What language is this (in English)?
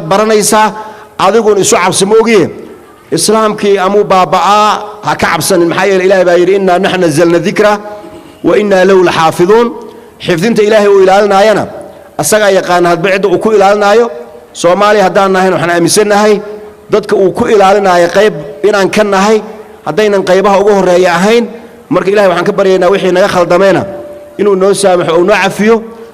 Somali